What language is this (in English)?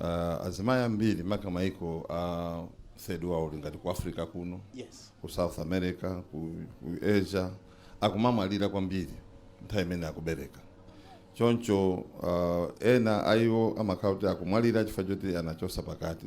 Nyanja